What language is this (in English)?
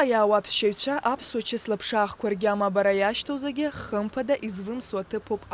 Abkhazian